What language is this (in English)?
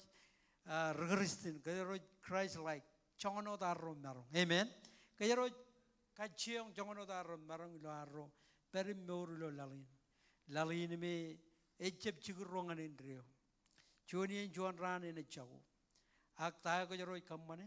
Marshallese